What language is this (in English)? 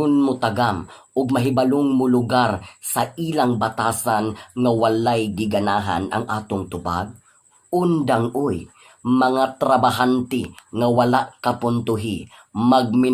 Cebuano